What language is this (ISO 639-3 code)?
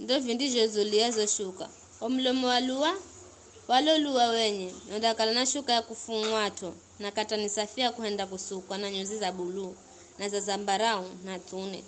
nyf